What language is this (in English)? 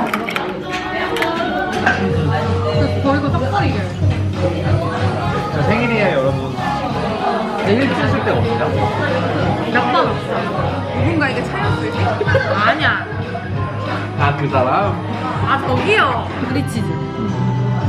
Korean